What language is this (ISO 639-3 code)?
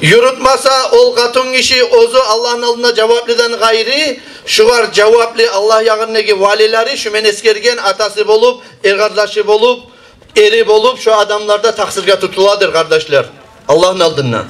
kum